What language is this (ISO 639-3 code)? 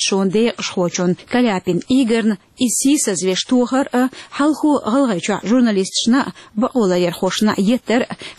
che